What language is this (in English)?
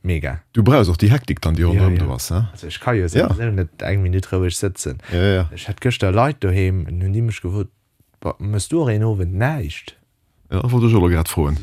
Luxembourgish